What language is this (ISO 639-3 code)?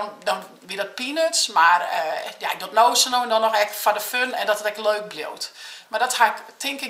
fry